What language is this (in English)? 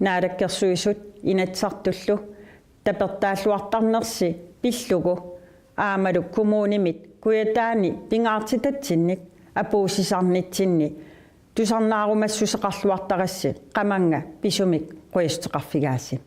Kalaallisut